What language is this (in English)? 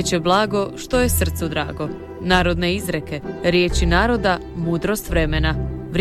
Croatian